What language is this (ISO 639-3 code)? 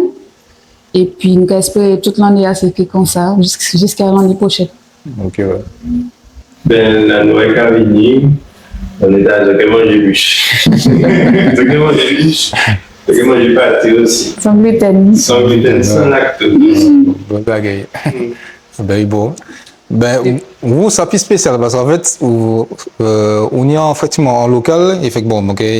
gcf